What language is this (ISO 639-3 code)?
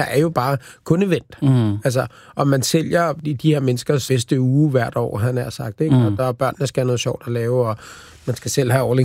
dan